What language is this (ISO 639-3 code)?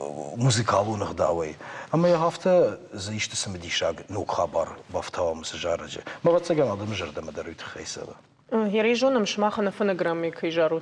oss